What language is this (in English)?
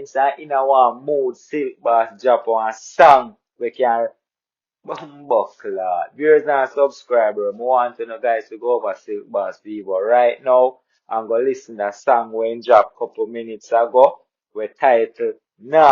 Jamaican Creole English